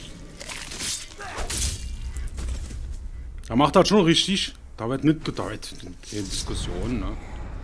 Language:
German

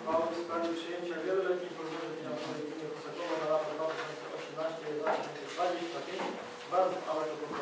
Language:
Polish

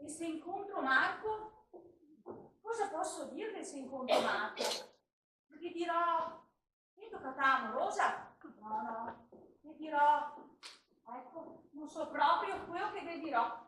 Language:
Venetian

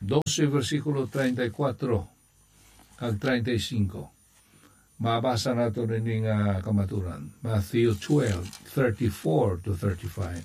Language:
Hiligaynon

